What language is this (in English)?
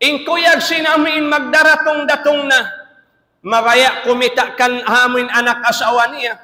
Tausug